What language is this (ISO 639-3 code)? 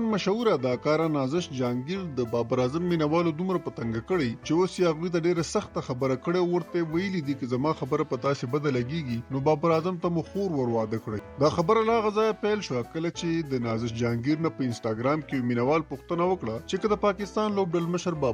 pus